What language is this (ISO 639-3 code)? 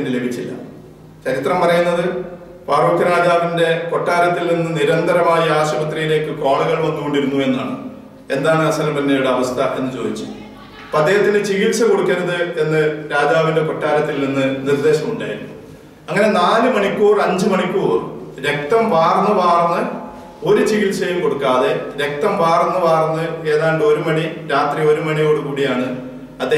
mal